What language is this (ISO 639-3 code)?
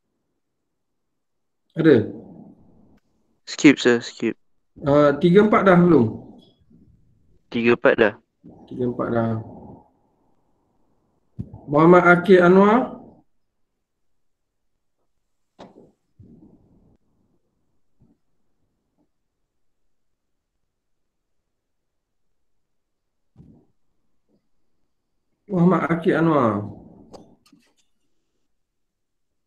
msa